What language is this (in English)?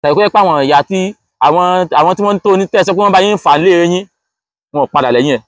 Yoruba